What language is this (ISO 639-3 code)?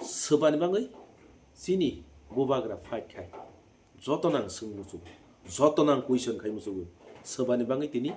trp